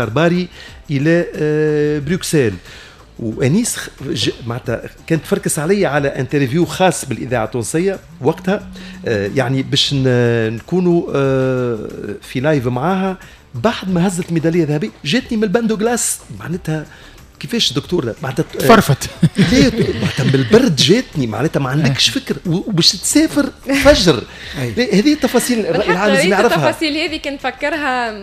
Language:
Tunisian Arabic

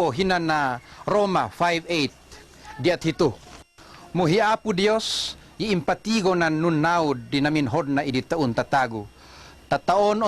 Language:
Tuwali Ifugao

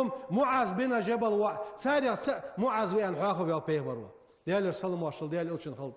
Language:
Ingush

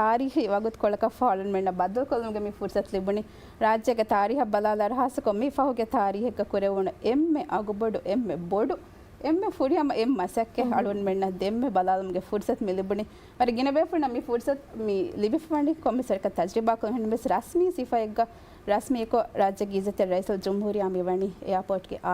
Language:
Divehi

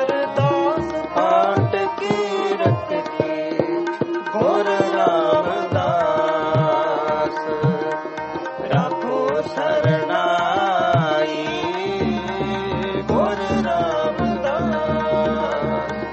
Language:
Punjabi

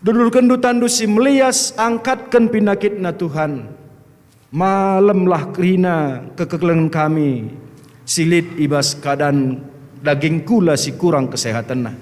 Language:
Batak Karo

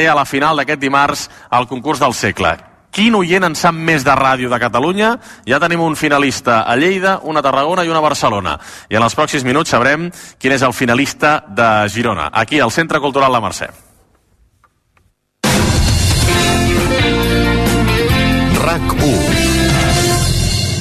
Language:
Catalan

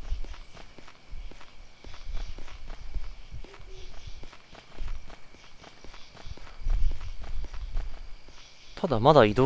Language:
Japanese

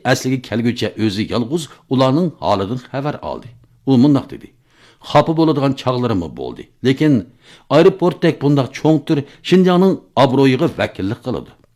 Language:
Uyghur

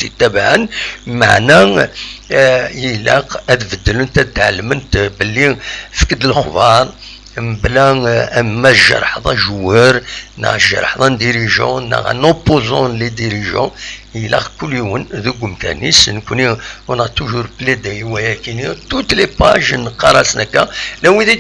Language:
Kabyle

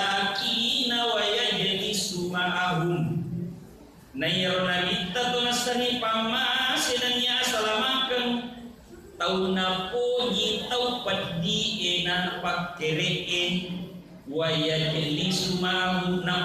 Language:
Buginese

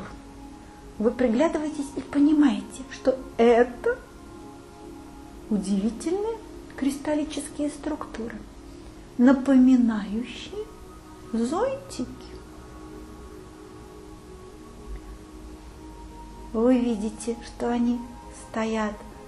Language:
Russian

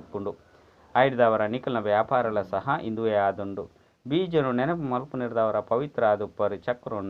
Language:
Tulu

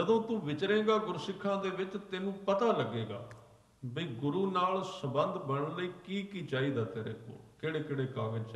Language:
Punjabi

